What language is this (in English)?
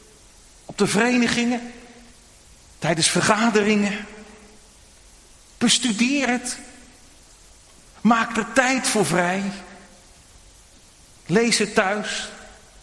Dutch